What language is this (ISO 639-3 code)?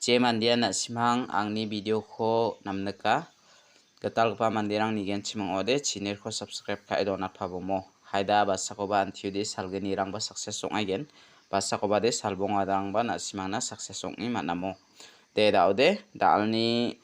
grt